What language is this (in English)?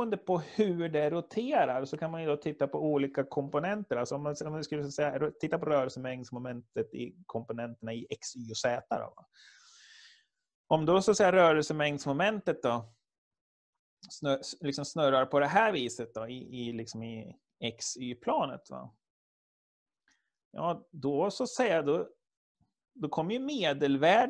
Swedish